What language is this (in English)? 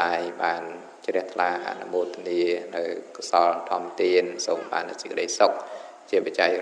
Khmer